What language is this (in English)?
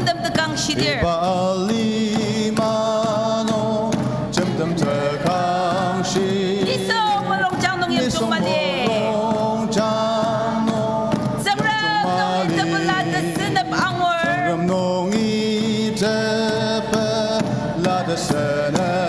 Ao Naga